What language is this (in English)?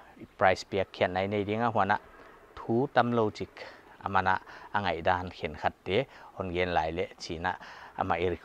Paite Chin